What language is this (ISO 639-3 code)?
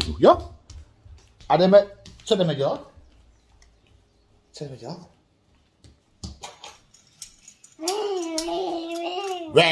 ces